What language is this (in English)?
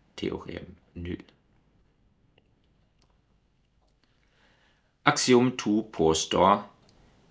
Norwegian